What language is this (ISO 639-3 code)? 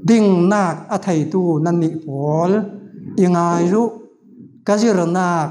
cfm